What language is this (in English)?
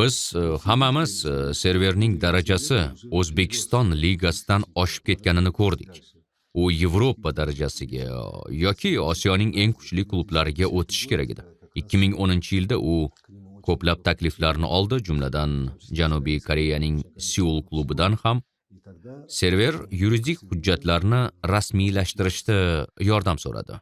Uzbek